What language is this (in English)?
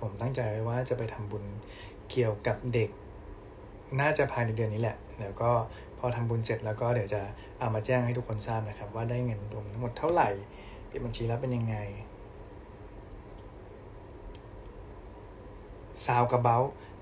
Thai